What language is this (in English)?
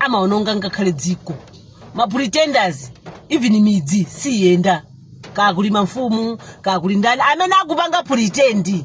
Nyanja